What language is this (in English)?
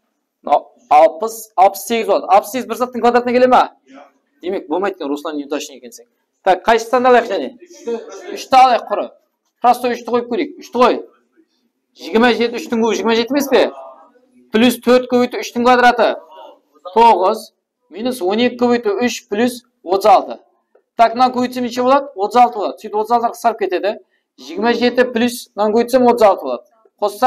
Kara-Kalpak